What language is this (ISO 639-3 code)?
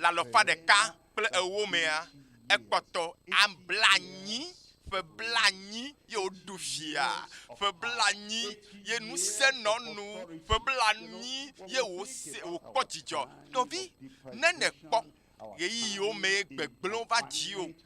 ewe